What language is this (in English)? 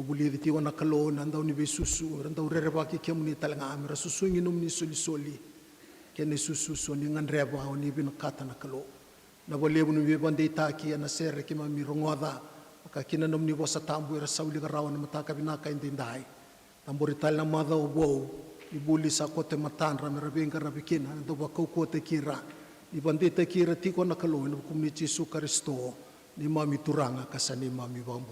Fijian